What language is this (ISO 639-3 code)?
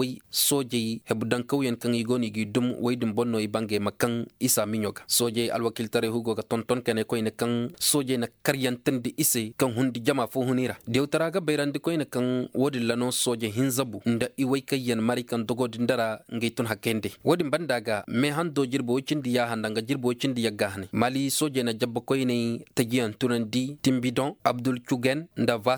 ses